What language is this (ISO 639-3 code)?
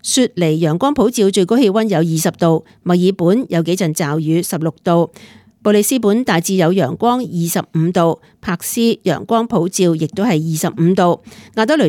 yue